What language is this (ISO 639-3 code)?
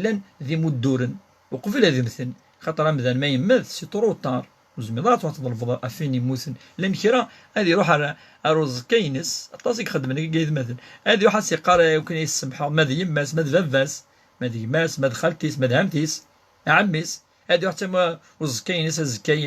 kab